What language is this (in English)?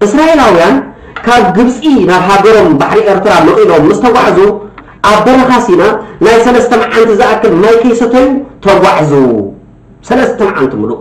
Tigrinya